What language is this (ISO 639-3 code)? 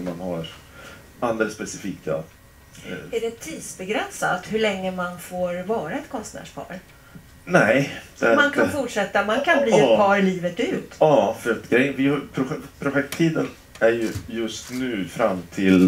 swe